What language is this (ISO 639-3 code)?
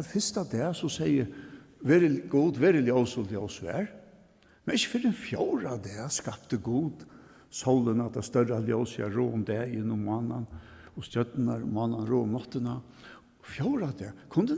fao